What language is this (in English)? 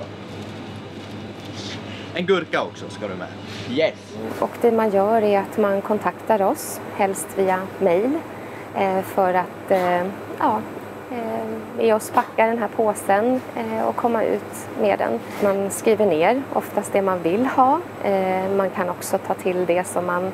Swedish